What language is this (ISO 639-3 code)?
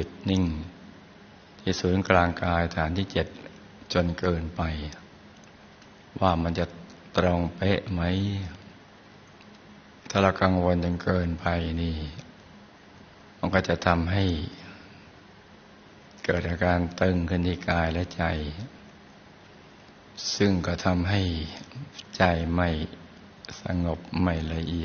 tha